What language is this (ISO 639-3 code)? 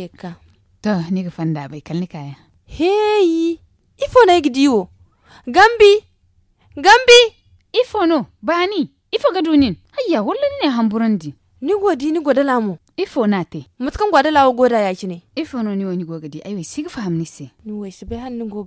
dje